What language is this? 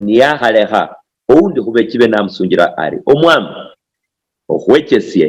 Luyia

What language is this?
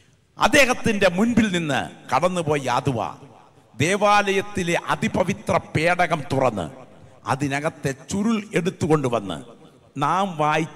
Malayalam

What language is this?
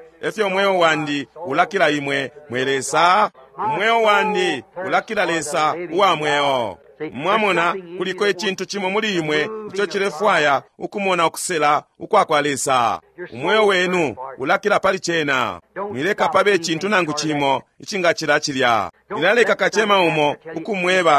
Bemba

